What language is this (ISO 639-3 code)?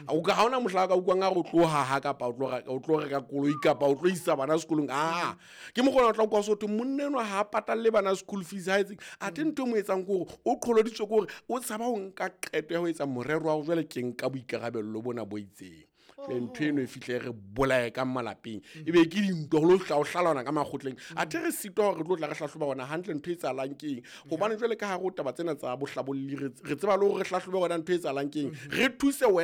sot